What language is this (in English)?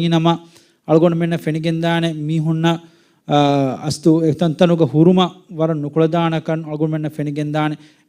Divehi